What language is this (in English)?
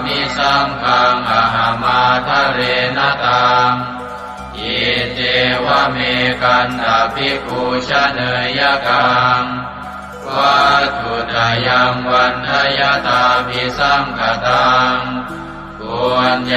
Pali